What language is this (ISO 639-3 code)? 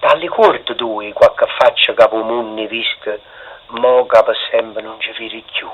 nap